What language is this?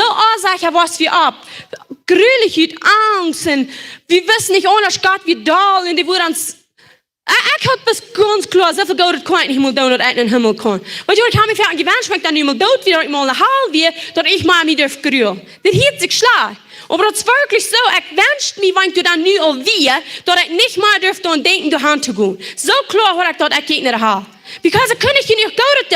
Plautdietsch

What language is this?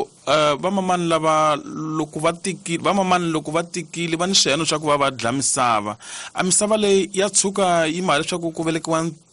Tsonga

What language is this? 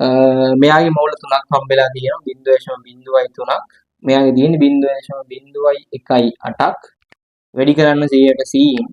Sinhala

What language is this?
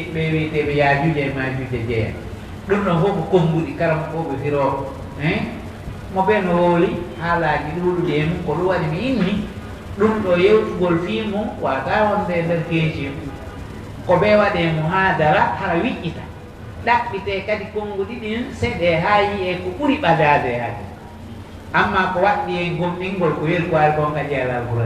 Pular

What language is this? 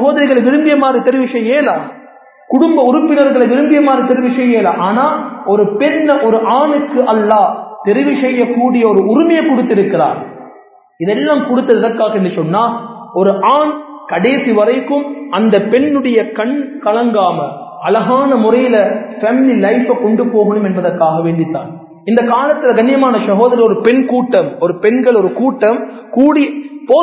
Tamil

